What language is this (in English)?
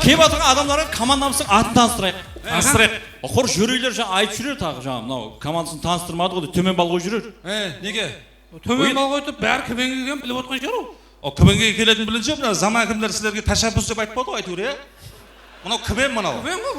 Kara-Kalpak